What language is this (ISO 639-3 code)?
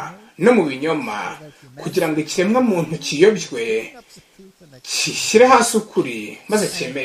kin